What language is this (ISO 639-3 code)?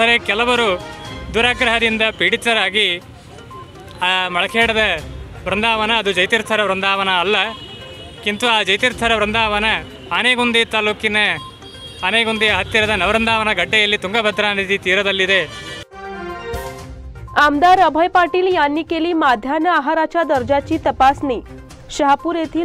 mar